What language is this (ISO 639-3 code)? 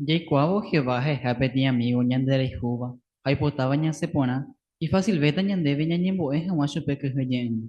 grn